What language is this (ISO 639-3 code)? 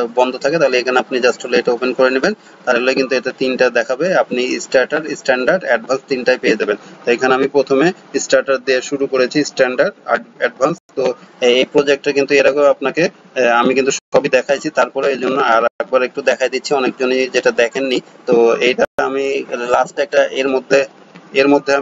ben